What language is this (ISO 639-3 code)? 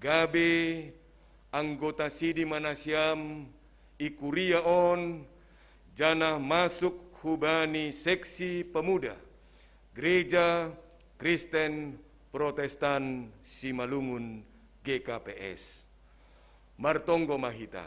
bts